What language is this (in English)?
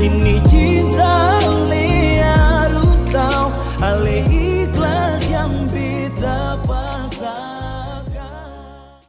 Ambonese Malay